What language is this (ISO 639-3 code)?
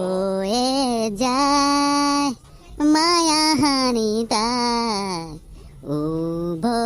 asm